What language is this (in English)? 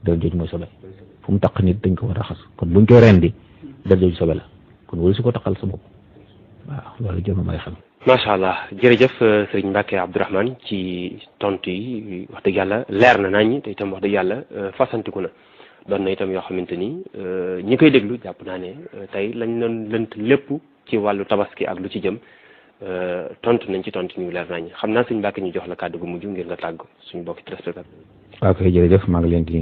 Wolof